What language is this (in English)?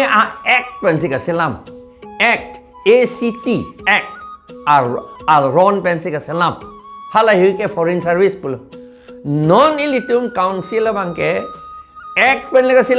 Karbi